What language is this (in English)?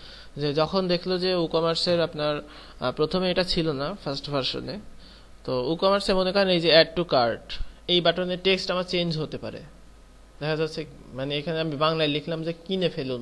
Bangla